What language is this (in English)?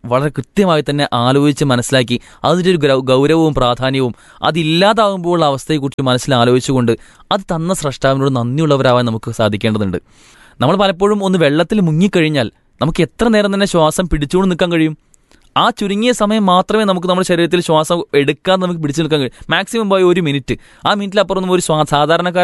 Malayalam